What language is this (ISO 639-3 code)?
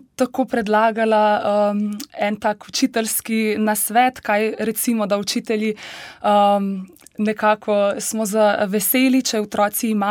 slv